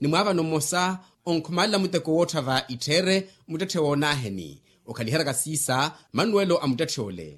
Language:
Makhuwa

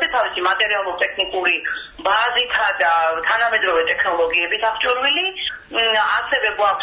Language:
Georgian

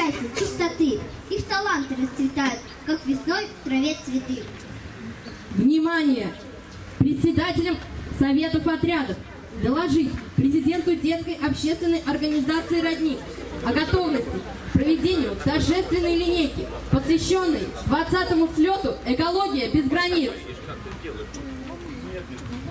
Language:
Russian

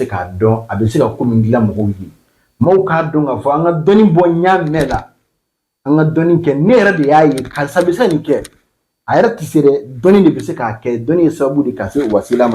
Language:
Bambara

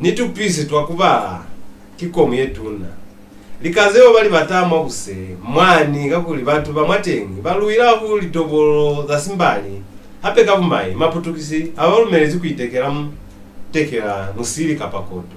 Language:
Lozi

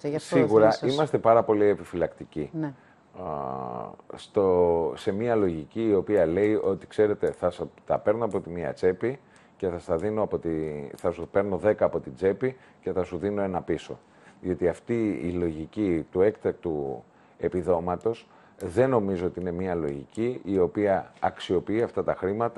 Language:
Greek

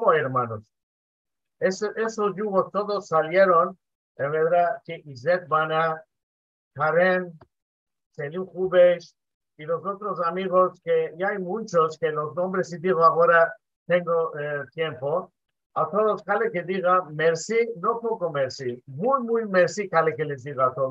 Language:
Ladino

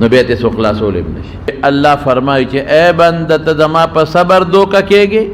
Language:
Pashto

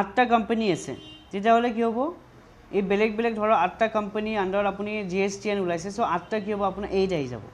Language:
Assamese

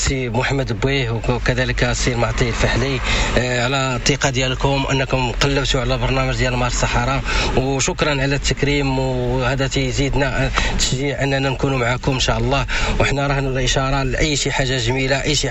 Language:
Moroccan Arabic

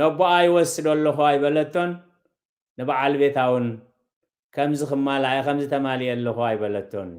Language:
Tigrinya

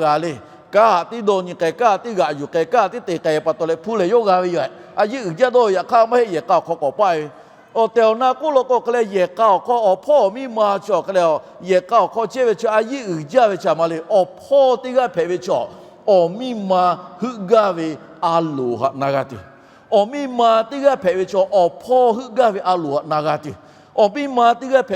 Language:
Lahu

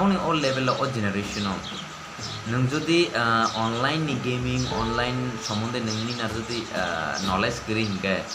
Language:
Kok Borok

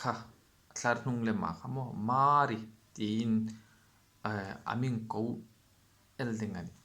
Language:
Hmar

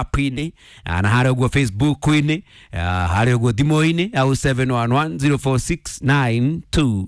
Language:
Kikuyu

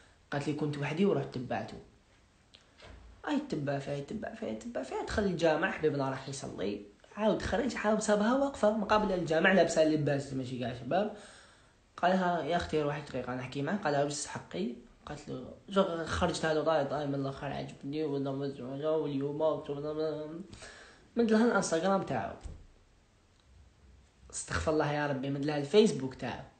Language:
Algerian Arabic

